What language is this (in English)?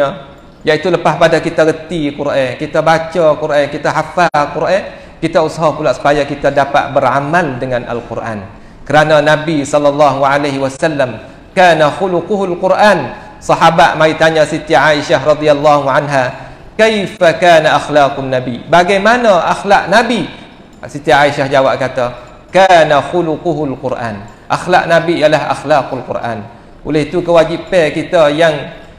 Malay